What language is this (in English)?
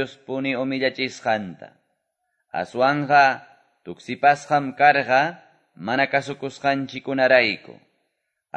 Quechua